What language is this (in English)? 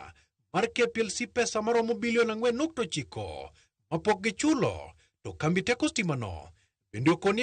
Luo (Kenya and Tanzania)